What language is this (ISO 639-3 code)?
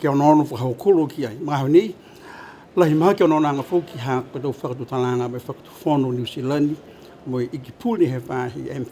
niu